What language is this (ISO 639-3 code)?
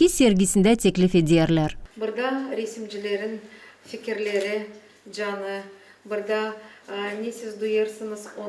gag